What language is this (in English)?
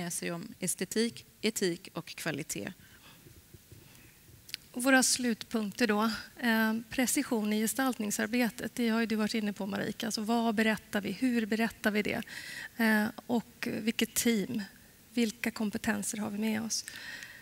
Swedish